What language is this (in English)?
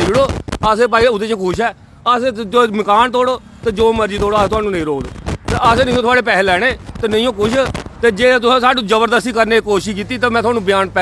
Dogri